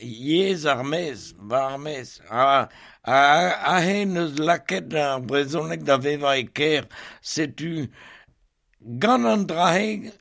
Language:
Breton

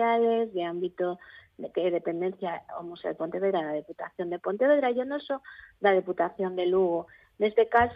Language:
Galician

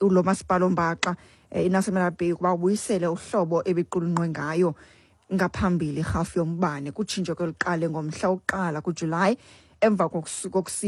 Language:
Xhosa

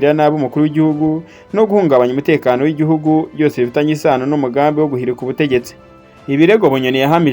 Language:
Kinyarwanda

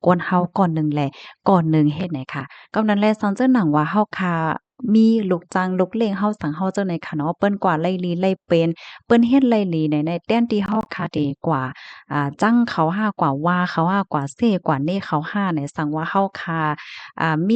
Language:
Shan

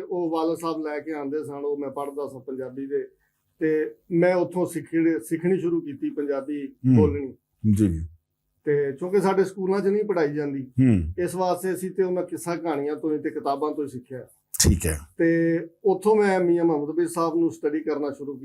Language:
Western Panjabi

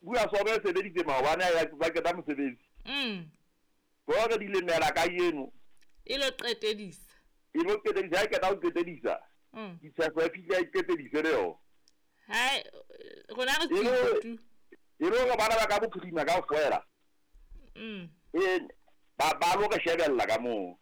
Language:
Southern Sotho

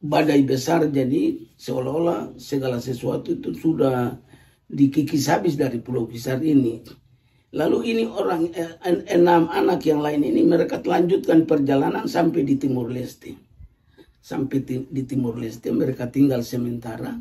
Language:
Ambonese Malay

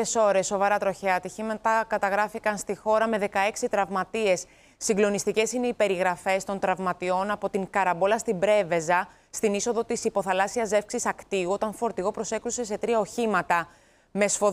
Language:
Greek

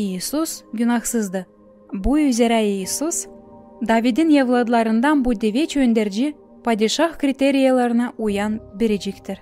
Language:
Gagauz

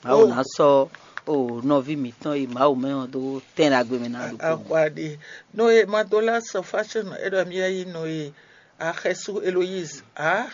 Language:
Fon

